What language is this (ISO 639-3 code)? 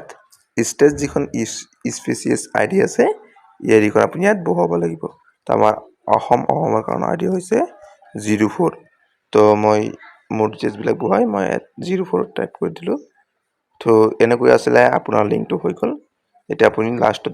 asm